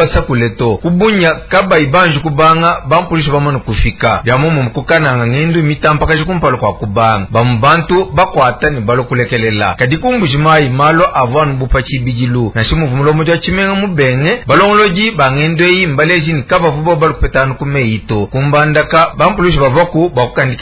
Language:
Luba-Lulua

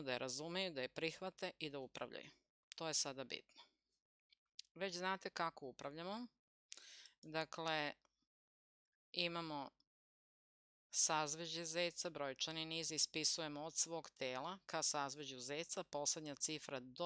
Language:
Serbian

